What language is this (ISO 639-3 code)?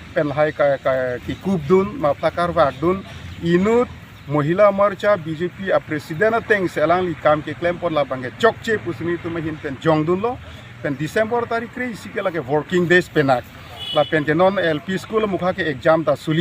mjw